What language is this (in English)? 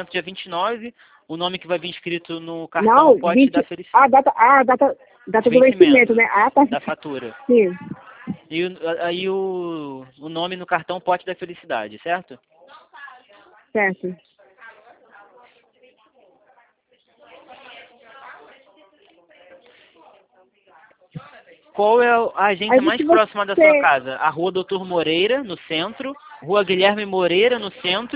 Portuguese